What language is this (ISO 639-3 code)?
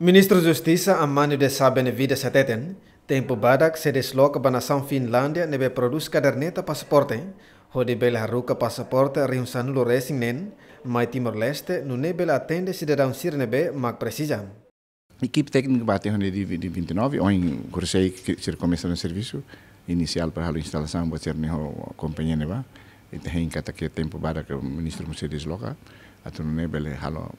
tet